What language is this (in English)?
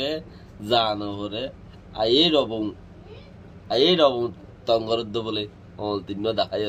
Rohingya